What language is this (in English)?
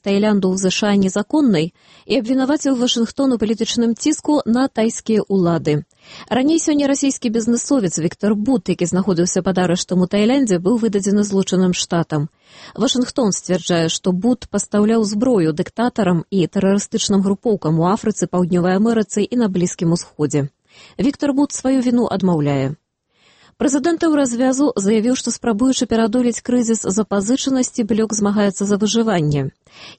Belarusian